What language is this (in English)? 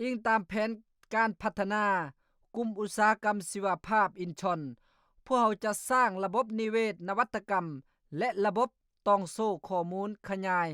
Lao